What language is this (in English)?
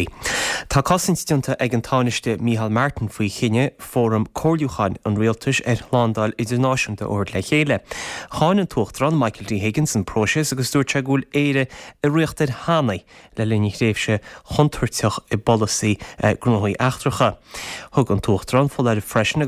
Irish